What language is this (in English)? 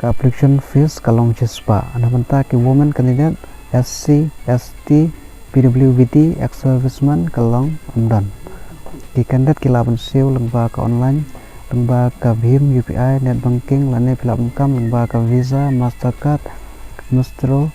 Khasi